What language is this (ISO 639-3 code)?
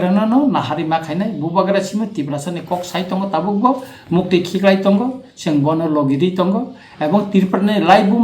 trp